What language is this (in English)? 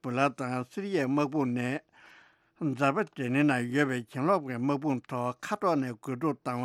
Tibetan